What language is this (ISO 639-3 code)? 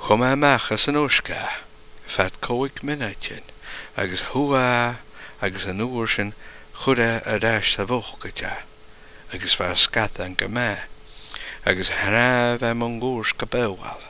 gla